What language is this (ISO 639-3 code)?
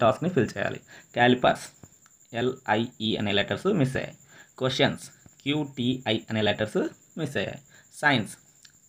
tel